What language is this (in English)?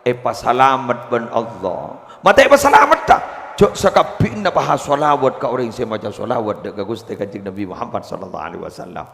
Madurese